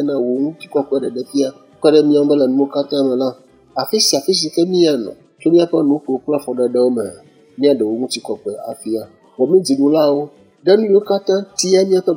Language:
Ewe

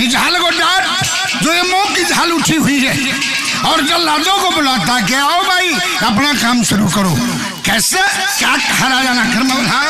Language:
Haryanvi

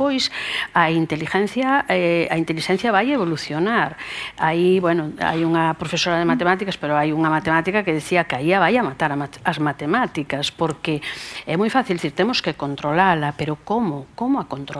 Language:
Galician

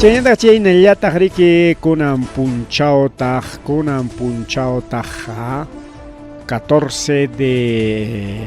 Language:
Ayacucho Quechua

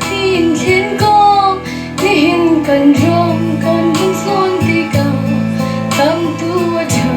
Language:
Hakha Chin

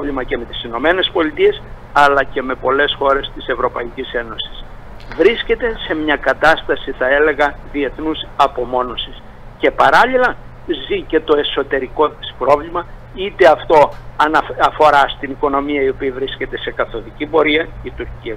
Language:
Greek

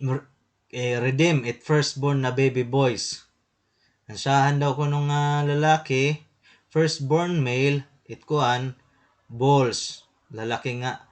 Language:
Waray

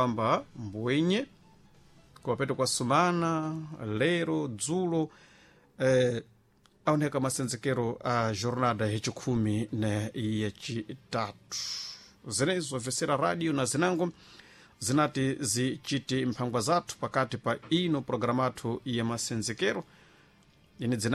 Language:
Sena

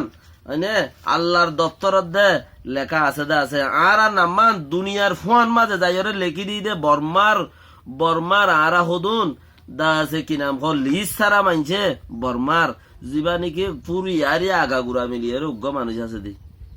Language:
Rohingya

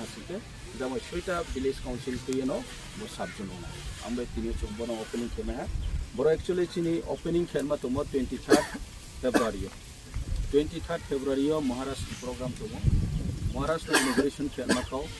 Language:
Riang (India)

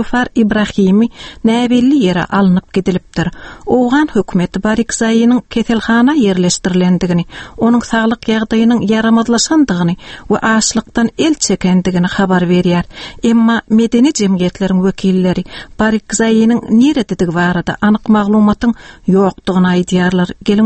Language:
Turkmen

